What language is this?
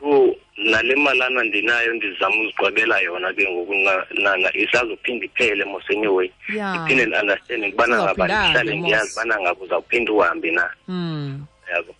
Xhosa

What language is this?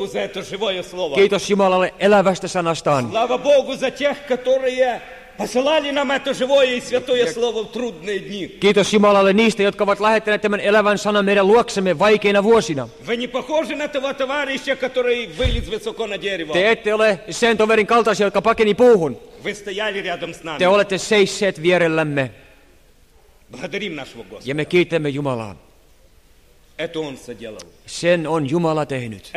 Finnish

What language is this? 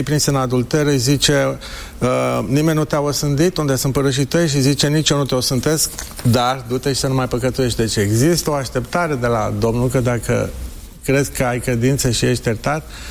Romanian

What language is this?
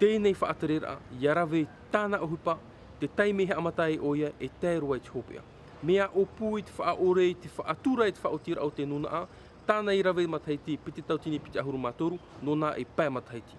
Tahitian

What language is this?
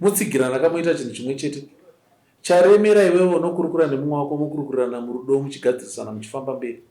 Shona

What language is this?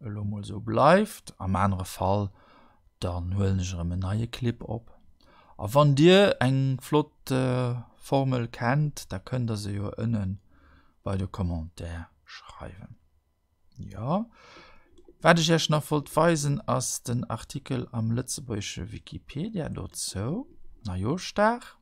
Luxembourgish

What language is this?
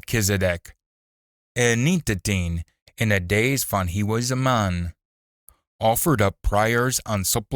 Scots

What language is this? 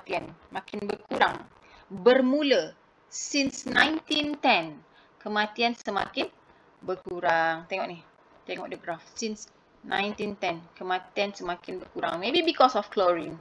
Malay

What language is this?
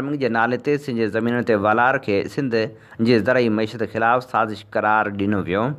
Sindhi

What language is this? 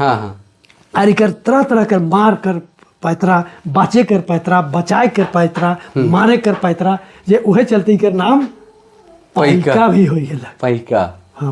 Sadri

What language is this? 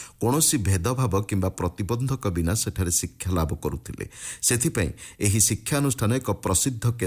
Odia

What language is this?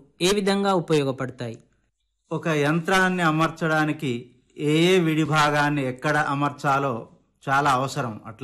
Telugu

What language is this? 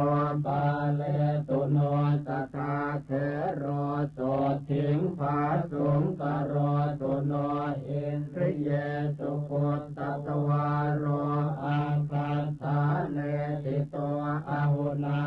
Pali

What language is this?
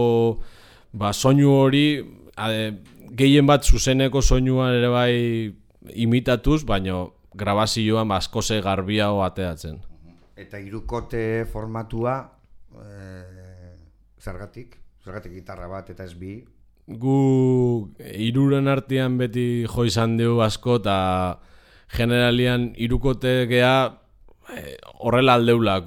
Basque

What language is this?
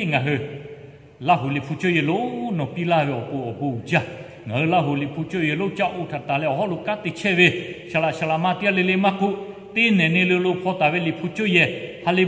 Lahu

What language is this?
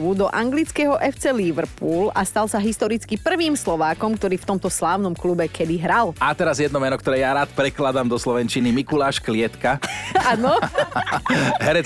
Slovak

